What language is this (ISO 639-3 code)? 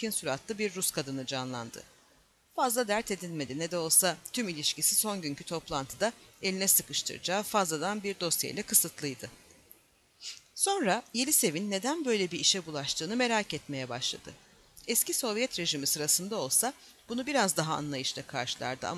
tur